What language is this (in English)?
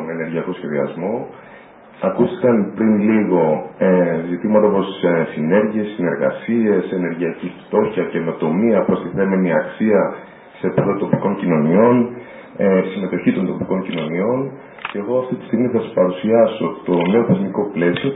Greek